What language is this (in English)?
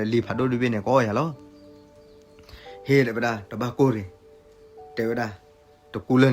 S'gaw Karen